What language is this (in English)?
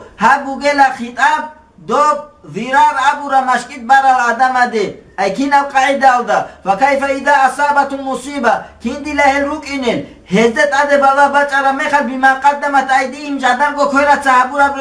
Avaric